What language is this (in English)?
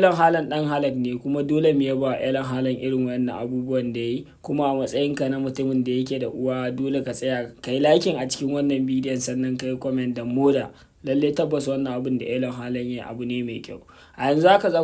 Hausa